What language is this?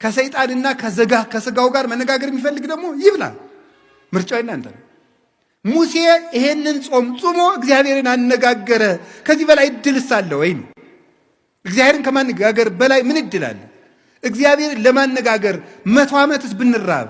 Amharic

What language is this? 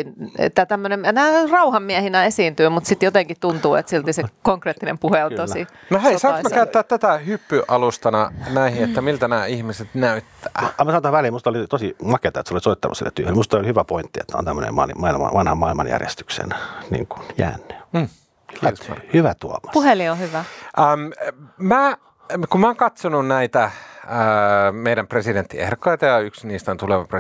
Finnish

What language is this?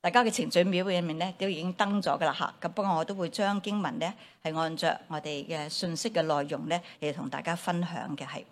Cantonese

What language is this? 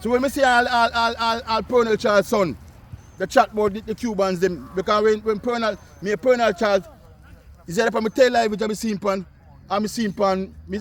Jamaican Creole English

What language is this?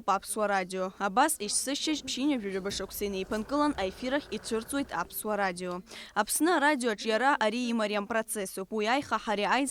Abkhazian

